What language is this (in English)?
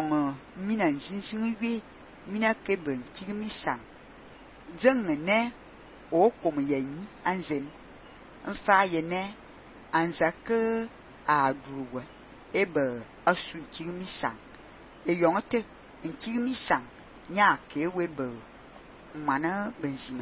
Fang